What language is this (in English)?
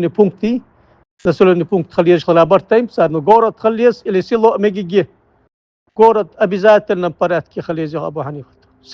Ingush